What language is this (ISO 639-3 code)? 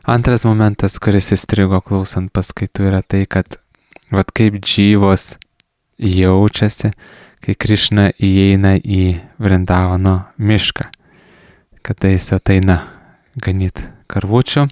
lit